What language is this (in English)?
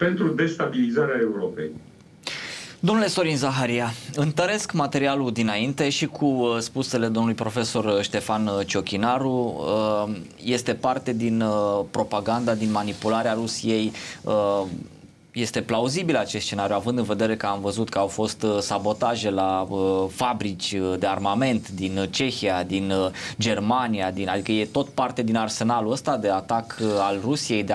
Romanian